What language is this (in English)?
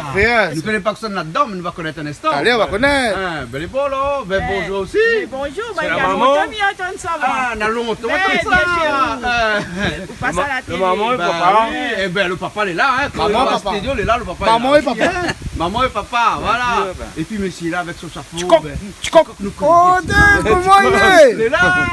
Réunion Creole French